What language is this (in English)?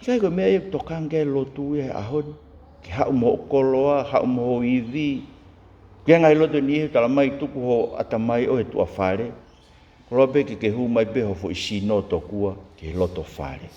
Tongan